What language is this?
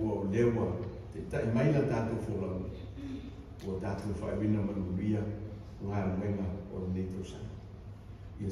Samoan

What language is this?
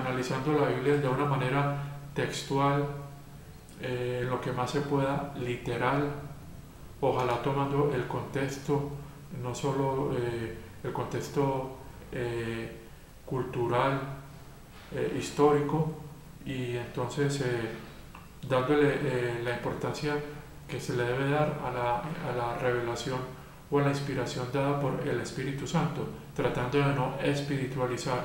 Spanish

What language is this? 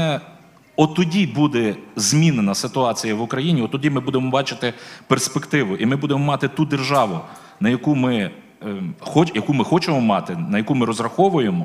Ukrainian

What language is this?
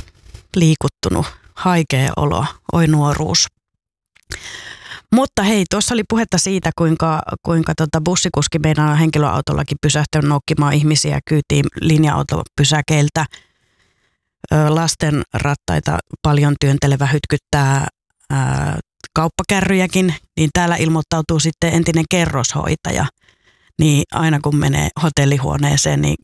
Finnish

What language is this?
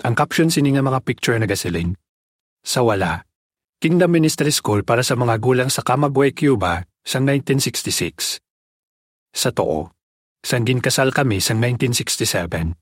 Hiligaynon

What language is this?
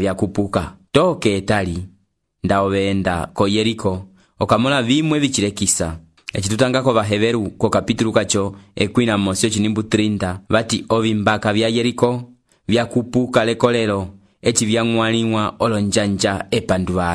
Umbundu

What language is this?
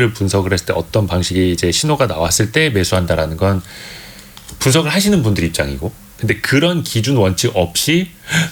Korean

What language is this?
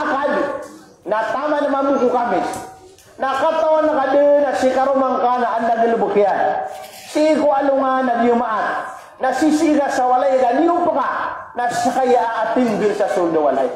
Maranao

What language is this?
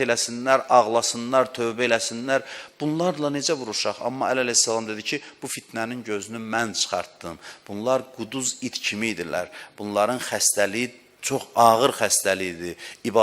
Azerbaijani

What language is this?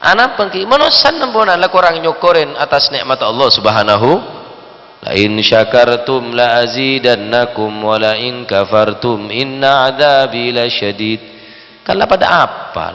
Madurese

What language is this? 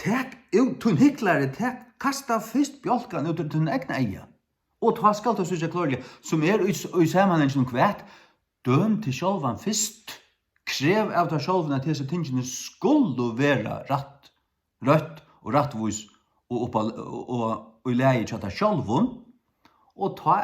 Faroese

